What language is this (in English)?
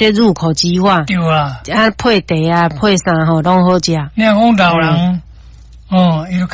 Min Nan Chinese